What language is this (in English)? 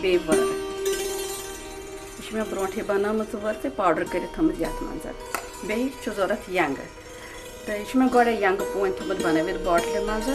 Kashmiri